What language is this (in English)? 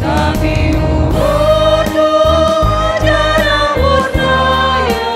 Batak Simalungun